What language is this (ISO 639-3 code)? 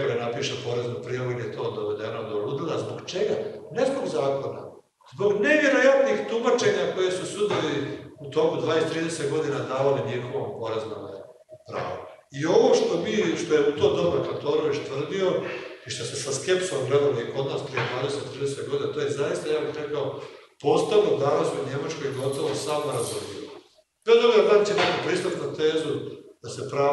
hrv